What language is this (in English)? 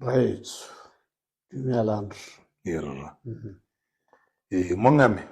Tswana